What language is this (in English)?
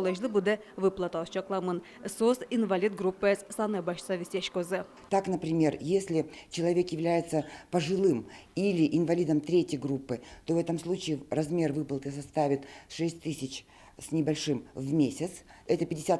Udmurt